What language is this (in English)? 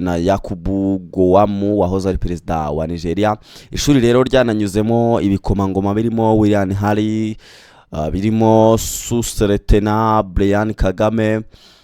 Kinyarwanda